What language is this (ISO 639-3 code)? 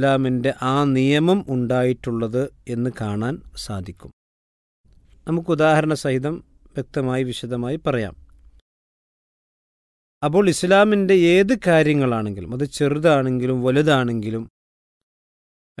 mal